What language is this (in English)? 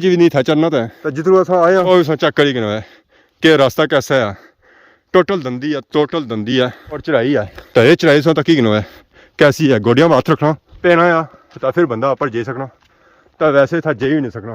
Pahari-Potwari